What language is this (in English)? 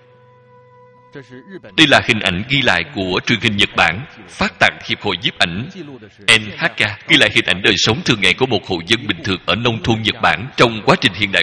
Vietnamese